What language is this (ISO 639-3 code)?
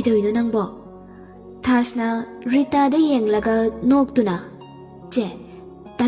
mni